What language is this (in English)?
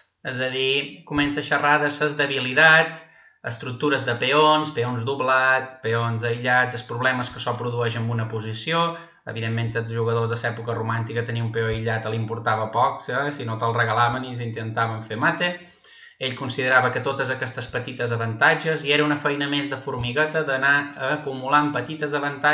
Catalan